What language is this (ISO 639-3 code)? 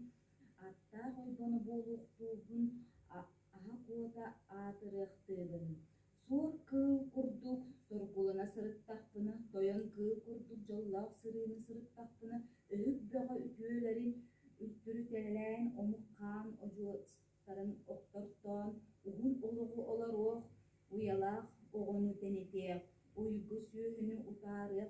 sah